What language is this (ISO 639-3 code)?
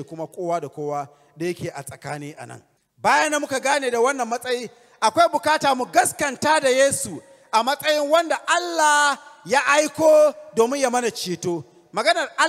hau